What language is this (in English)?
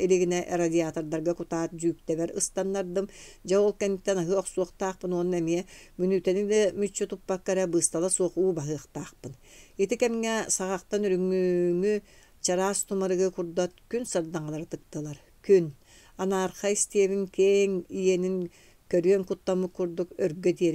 Yakut